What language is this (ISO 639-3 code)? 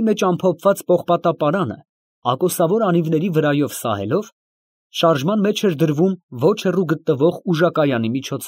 hye